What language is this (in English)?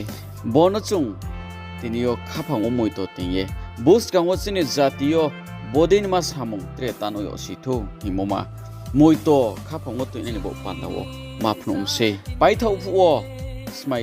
Riang (India)